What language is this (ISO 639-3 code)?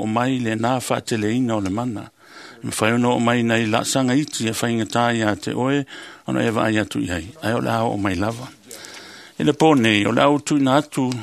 smo